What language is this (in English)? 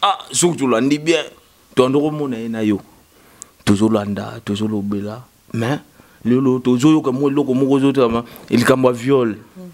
Lingala